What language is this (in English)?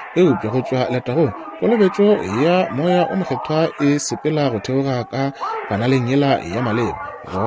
Northern Sotho